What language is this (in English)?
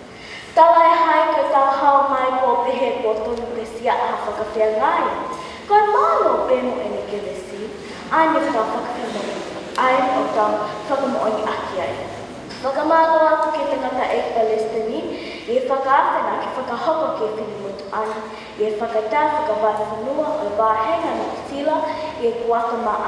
Tongan